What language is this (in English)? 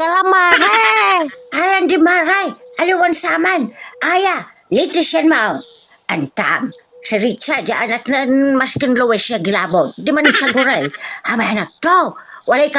Pangasinan